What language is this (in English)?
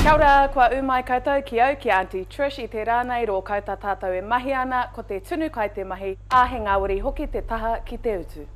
Māori